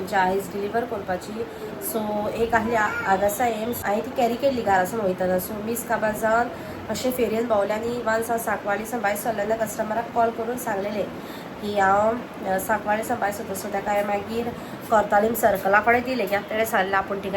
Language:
Konkani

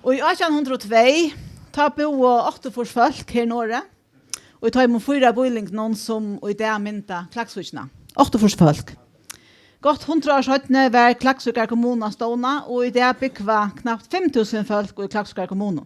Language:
Faroese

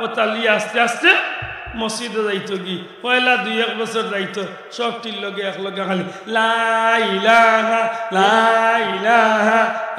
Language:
Sylheti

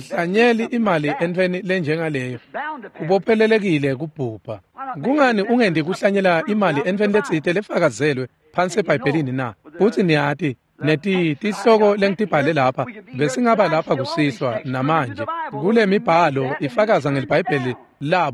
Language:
Swati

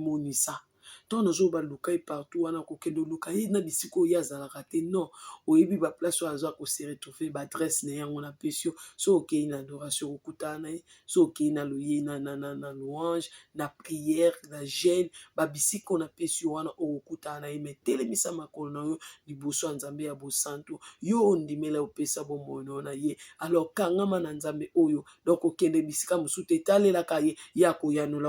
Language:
Lingala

